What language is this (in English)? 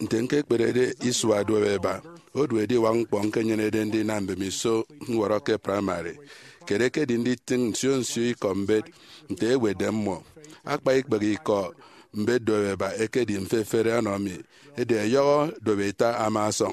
Efik